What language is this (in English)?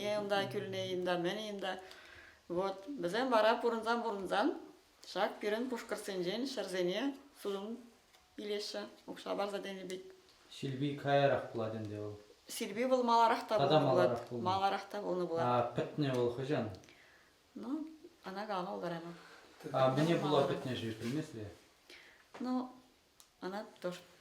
Chuvash